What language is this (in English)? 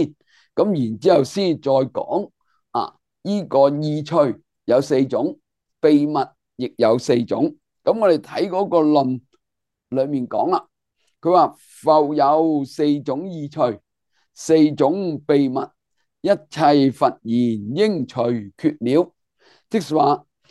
Cantonese